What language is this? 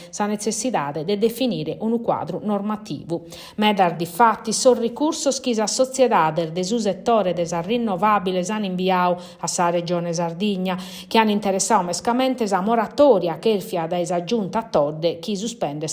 Sardinian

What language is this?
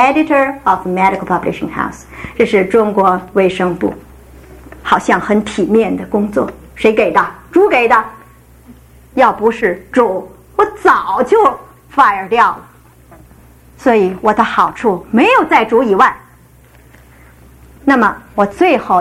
Chinese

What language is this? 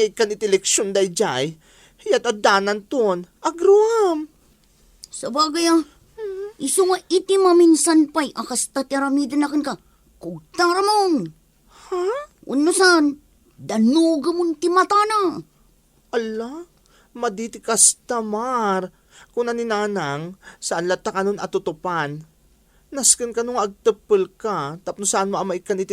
Iloko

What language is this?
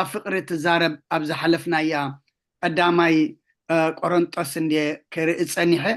Tigrinya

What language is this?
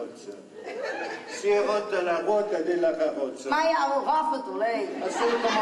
Sicilian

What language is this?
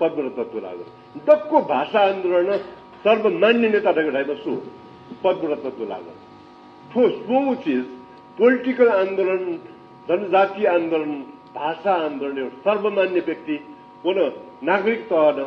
Newari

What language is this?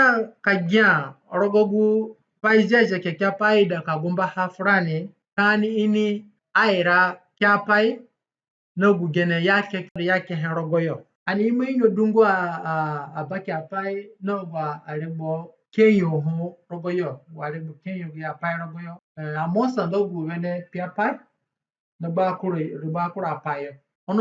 Zande (individual language)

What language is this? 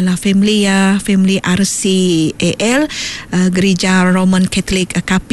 Iban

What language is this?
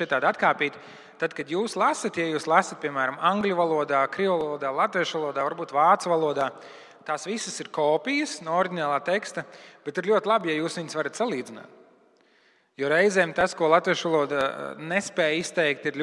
Latvian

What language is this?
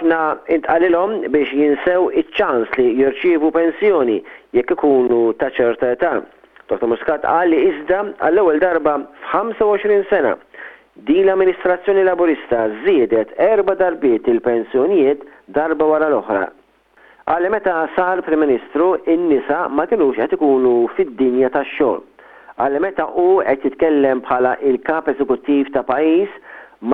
Maltese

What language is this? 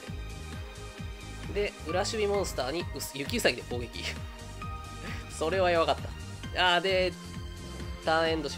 Japanese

